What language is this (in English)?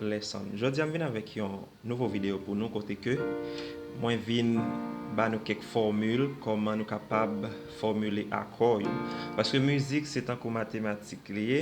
Haitian Creole